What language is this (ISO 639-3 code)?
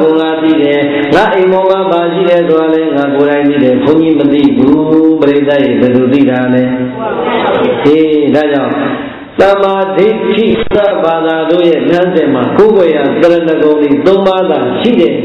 mya